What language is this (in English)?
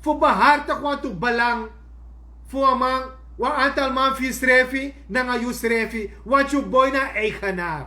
Sranan Tongo